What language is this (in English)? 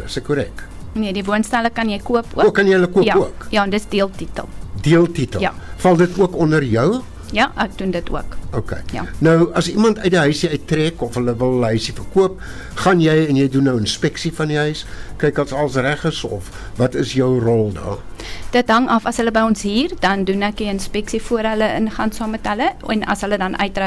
Afrikaans